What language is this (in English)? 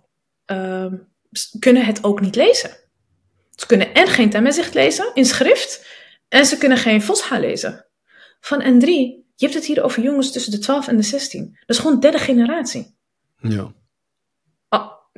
Dutch